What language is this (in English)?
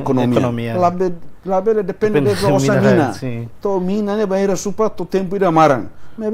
Tetum